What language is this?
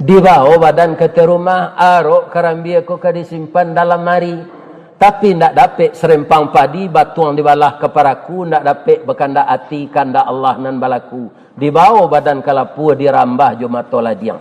Minangkabau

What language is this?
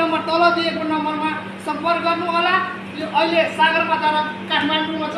Nepali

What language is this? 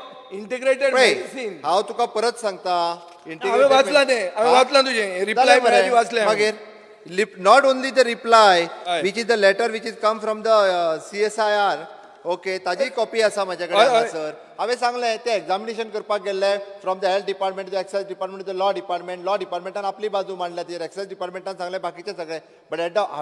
Konkani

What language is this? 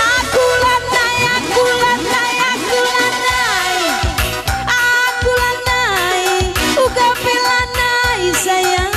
Batak Karo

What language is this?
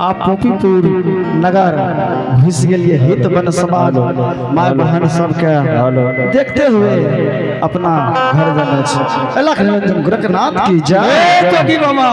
Angika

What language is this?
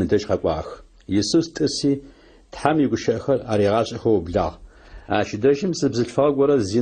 Adyghe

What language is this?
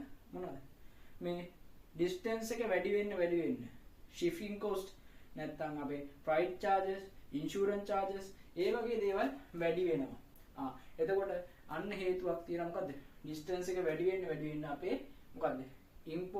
Sinhala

